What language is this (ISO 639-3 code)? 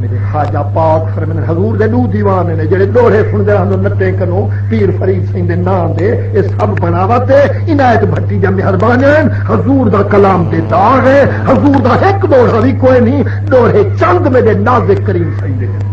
skr